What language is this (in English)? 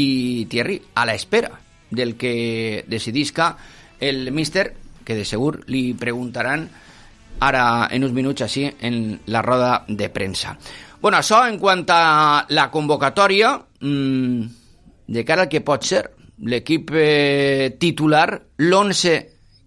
Catalan